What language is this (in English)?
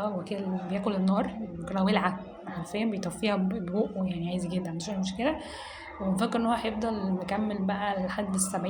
Egyptian Arabic